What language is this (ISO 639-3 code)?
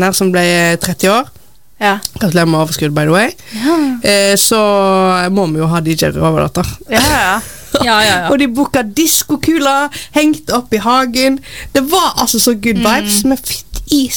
nor